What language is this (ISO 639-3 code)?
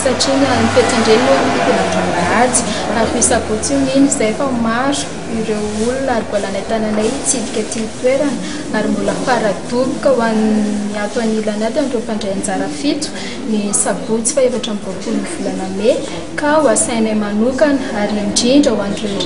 mlg